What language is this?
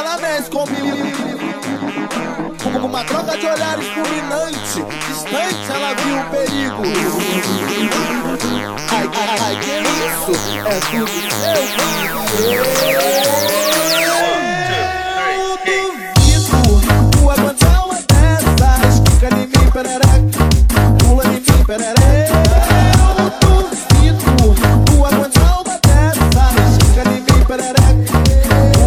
Portuguese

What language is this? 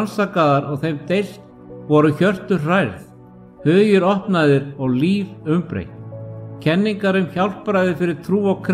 Icelandic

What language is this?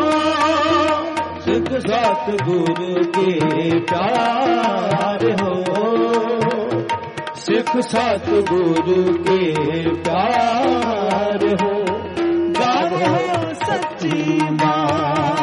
Punjabi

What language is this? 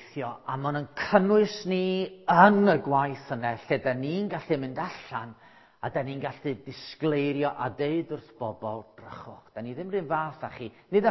Welsh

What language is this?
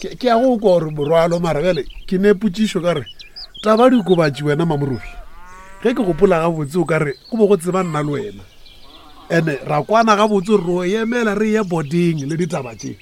Northern Sotho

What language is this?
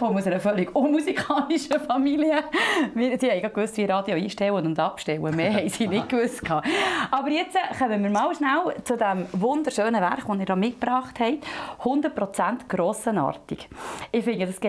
Swiss German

